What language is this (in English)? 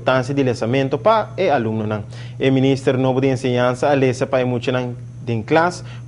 Papiamento